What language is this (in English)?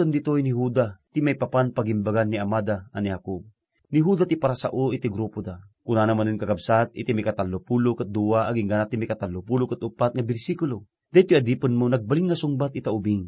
Iloko